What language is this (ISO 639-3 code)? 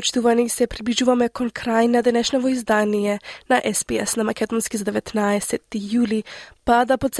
mkd